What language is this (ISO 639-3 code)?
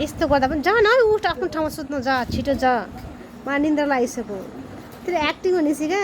nep